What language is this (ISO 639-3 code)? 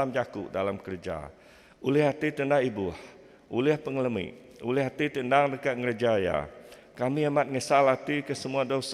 iba